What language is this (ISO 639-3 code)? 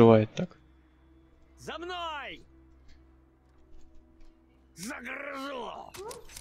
rus